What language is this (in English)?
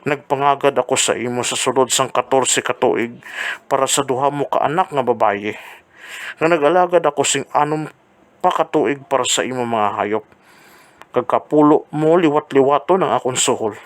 Hiligaynon